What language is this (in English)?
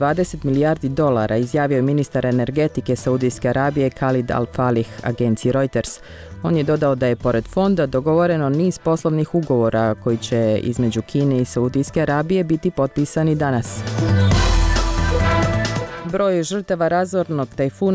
Bosnian